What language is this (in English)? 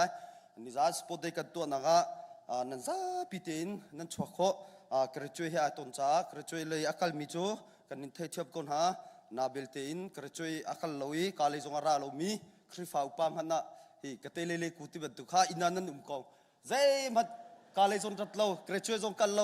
Hakha Chin